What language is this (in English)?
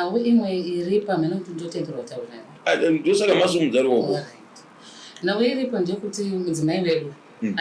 Shona